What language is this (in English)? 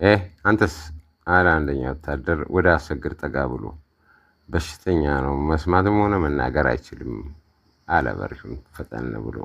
Amharic